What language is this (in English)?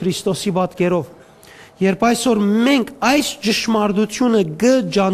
Western Armenian